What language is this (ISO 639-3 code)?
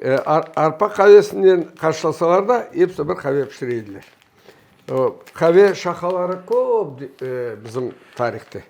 crh